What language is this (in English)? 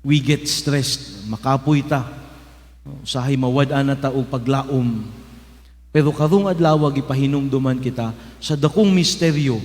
Cebuano